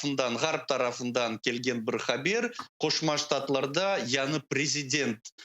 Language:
Crimean Tatar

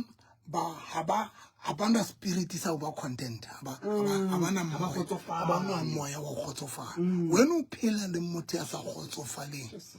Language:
Southern Sotho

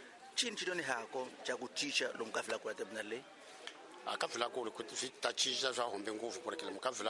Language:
Tsonga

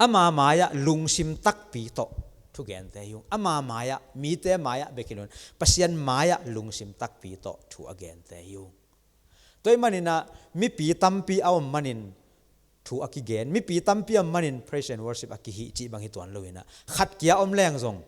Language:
Tedim Chin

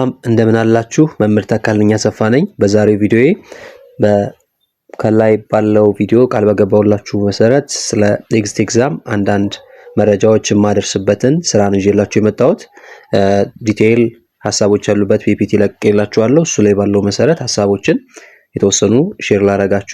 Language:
Amharic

